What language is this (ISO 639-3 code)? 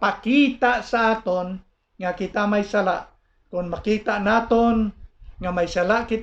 hil